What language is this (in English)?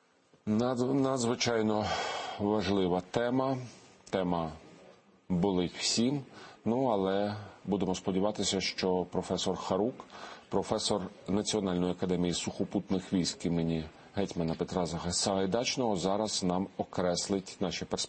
Ukrainian